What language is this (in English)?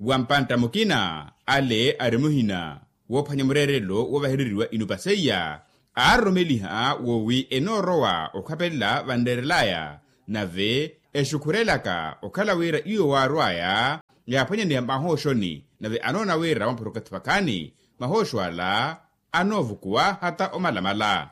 Makhuwa